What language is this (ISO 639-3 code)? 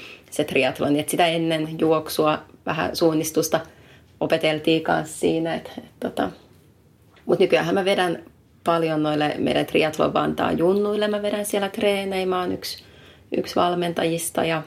fin